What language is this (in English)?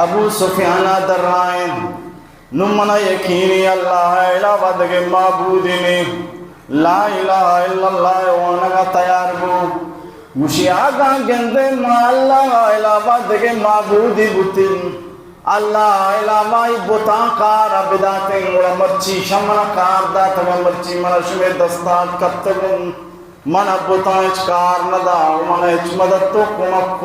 Baluchi